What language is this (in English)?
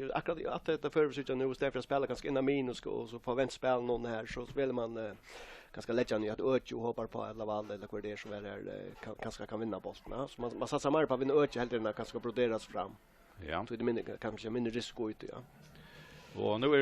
Faroese